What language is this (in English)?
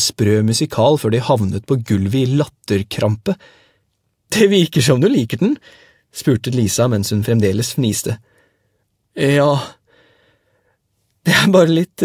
Norwegian